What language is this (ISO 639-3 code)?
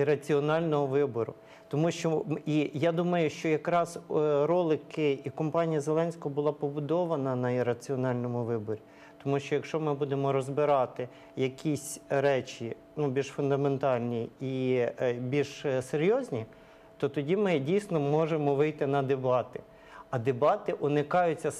ukr